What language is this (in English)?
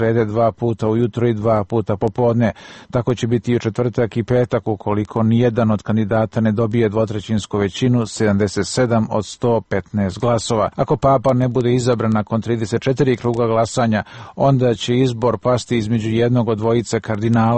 Croatian